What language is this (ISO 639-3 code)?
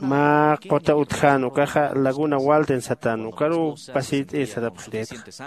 aym